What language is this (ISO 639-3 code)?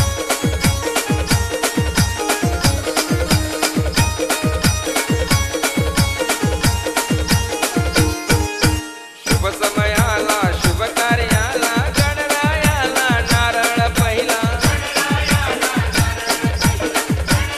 mar